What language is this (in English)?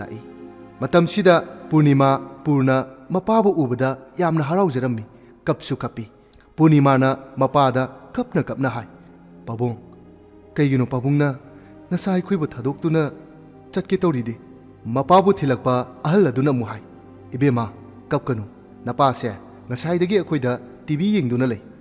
Manipuri